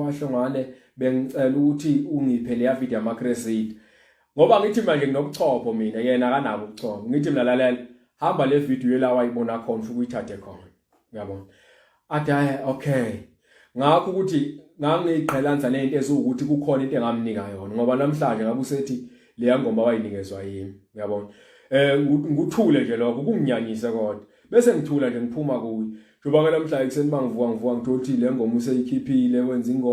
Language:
Zulu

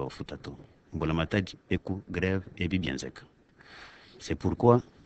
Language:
Luba-Lulua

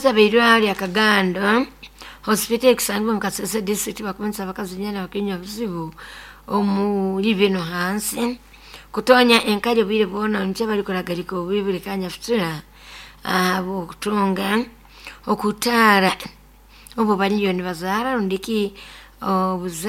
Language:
Nyoro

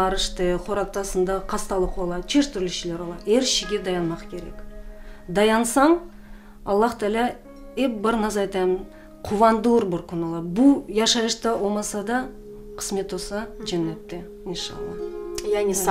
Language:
Crimean Tatar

